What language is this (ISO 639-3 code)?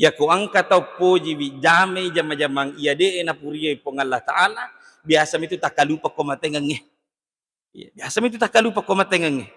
bug